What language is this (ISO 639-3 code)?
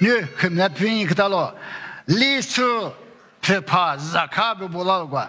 lis